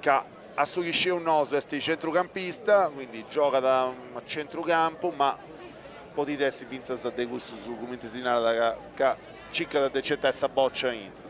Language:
Sardinian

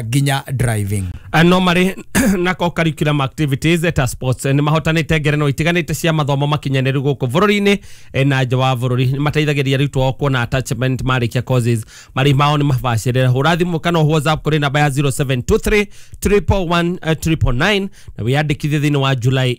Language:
Kikuyu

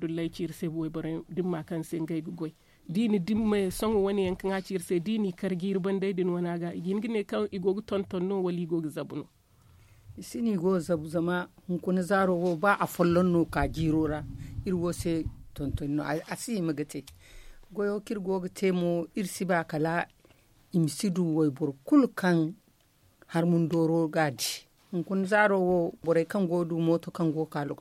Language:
Zarma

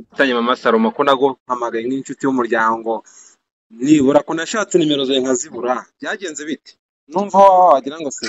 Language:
Kinyarwanda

